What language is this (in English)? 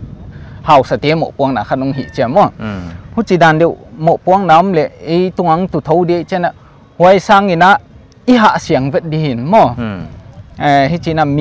Paite Chin